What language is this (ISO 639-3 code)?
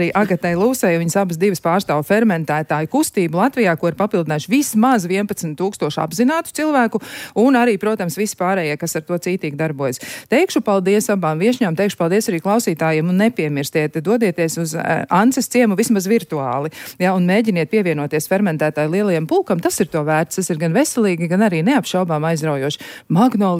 lav